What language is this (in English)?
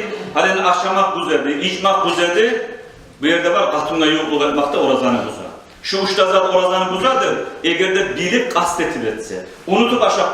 Kumyk